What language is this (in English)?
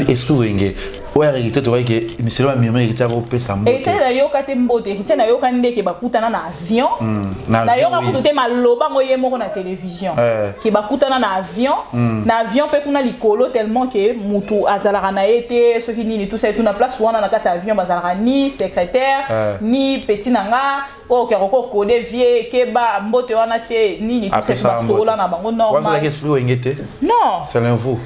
Lingala